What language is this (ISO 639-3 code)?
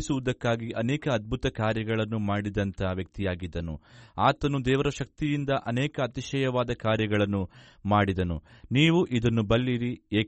kan